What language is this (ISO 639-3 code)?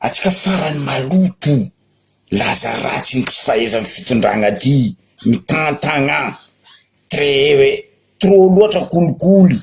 mlg